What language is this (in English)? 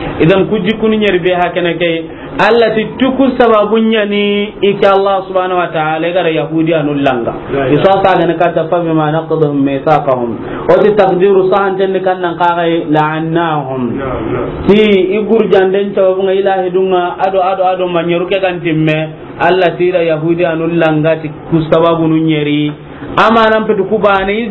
Soninke